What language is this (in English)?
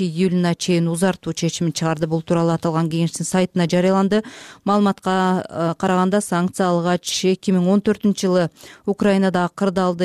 Kyrgyz